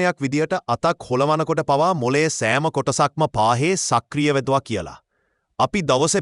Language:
Sinhala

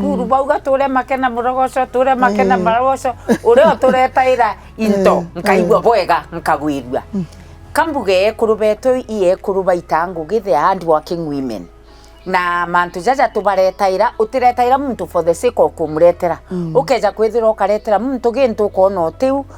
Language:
Meru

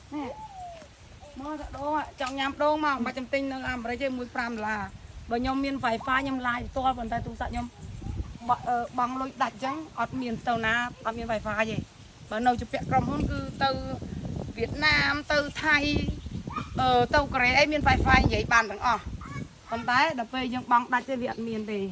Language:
Khmer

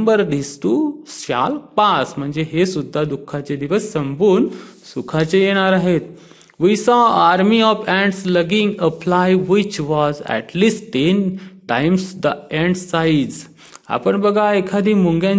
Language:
Marathi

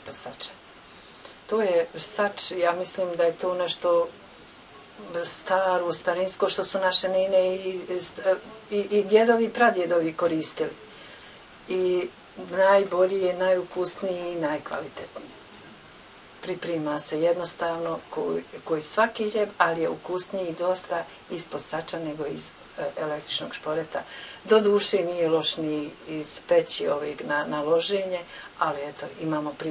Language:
Bosnian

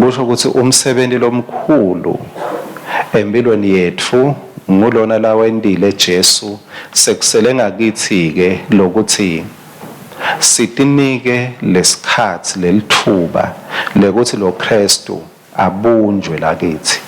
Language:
Swati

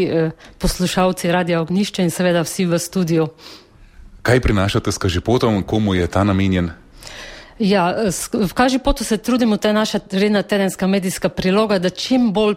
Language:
Slovenian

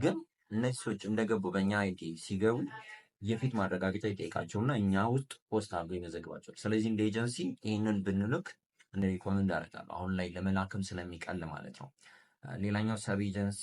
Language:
Amharic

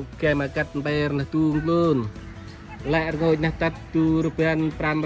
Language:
Central Mnong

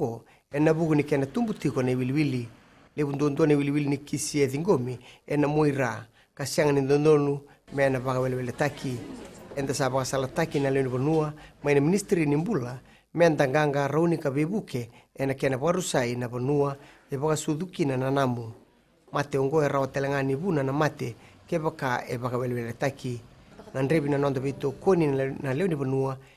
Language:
Fijian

